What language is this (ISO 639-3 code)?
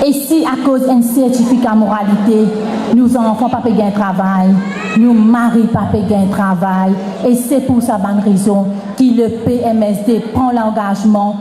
mfe